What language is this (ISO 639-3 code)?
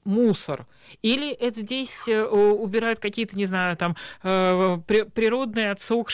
rus